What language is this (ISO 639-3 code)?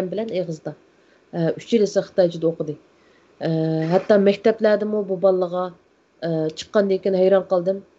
uig